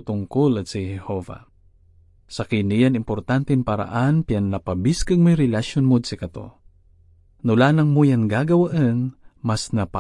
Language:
Pangasinan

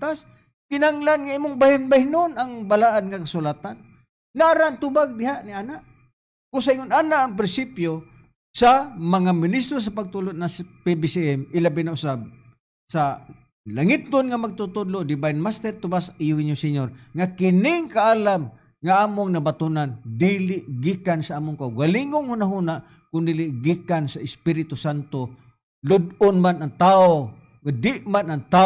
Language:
Cebuano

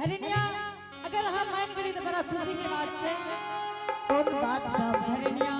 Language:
Angika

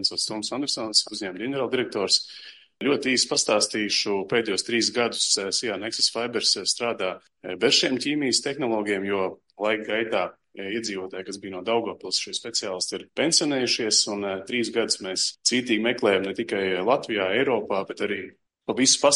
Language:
Latvian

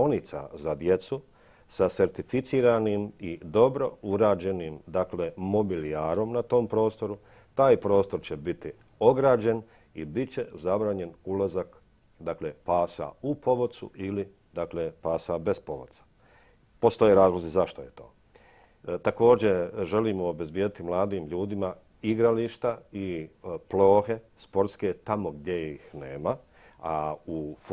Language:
Bosnian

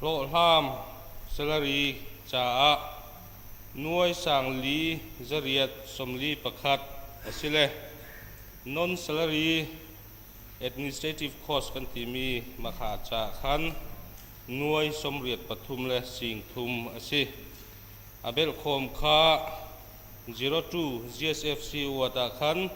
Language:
Hakha Chin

